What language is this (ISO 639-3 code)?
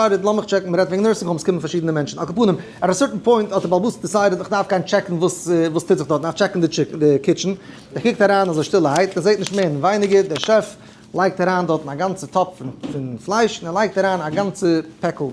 yid